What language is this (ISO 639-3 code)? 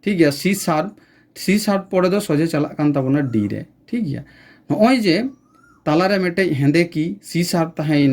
sat